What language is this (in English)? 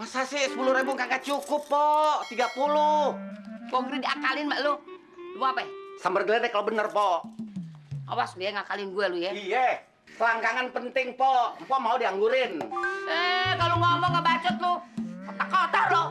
Betawi